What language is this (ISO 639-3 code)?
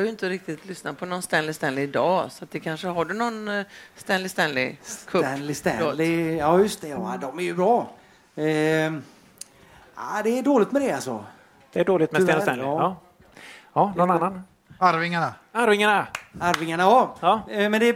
swe